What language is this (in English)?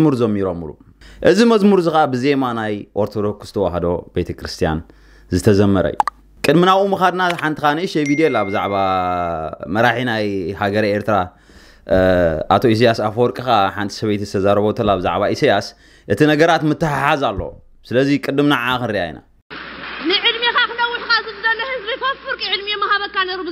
Tigrinya